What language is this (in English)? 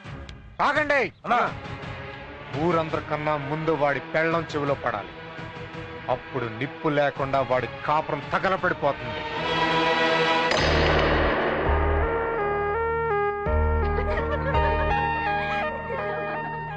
Telugu